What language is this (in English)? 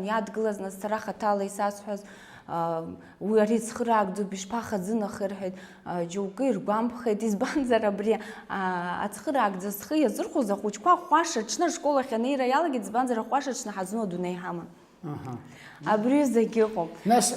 Abkhazian